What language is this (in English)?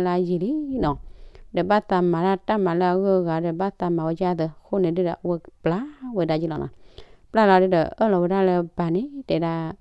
S'gaw Karen